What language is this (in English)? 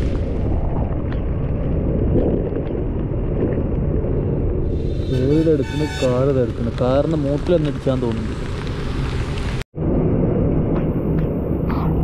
Malayalam